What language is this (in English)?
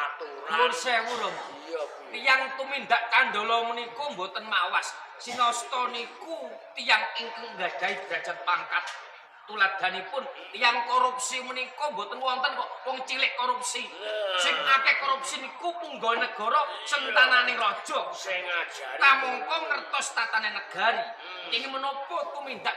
Javanese